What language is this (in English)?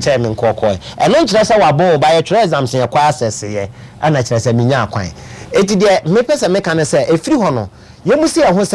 Akan